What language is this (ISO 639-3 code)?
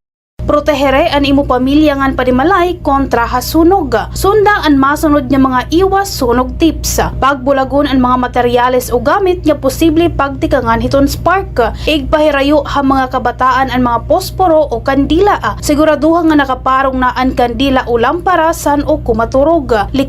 war